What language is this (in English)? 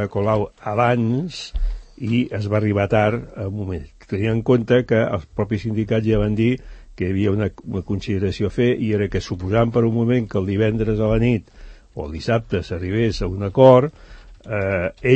Catalan